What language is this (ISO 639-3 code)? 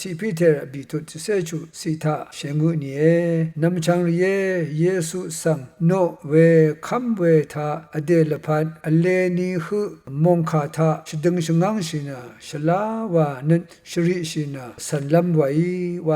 raw